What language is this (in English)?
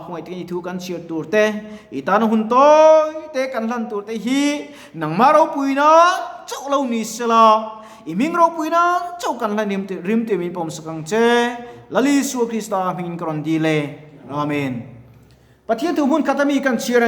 Mizo